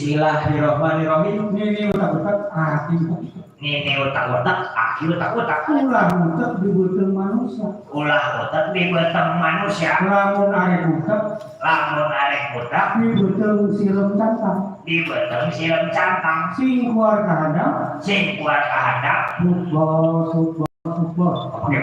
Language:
Betawi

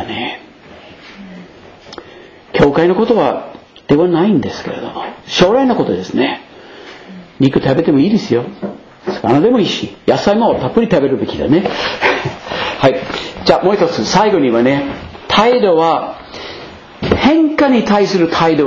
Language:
Japanese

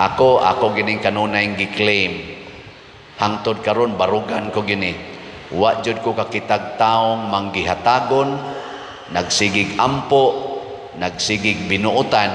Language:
Cebuano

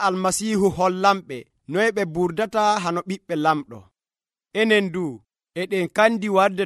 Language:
Nigerian Fulfulde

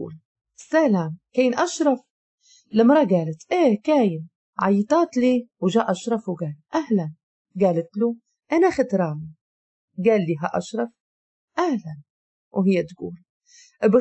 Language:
Moroccan Arabic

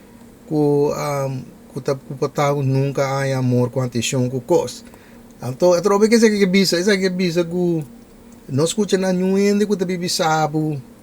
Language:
Papiamento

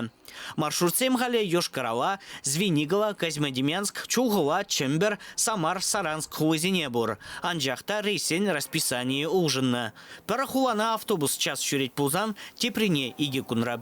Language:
Chuvash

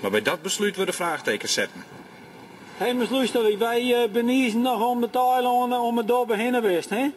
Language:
Western Frisian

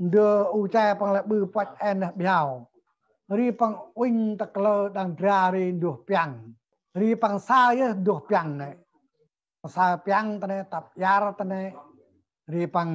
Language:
Central Mnong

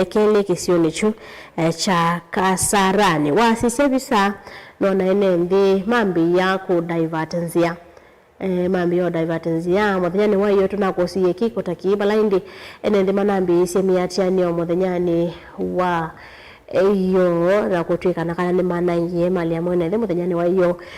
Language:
Kamba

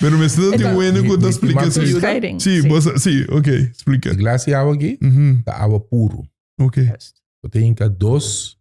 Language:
Papiamento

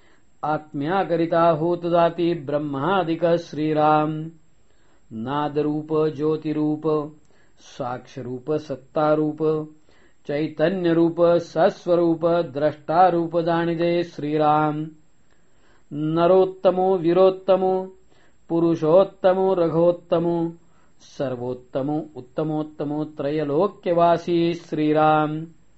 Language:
Marathi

